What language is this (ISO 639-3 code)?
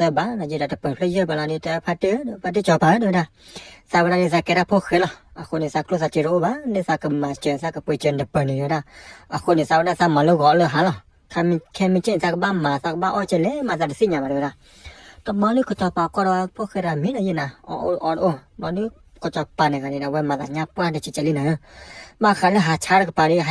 ksw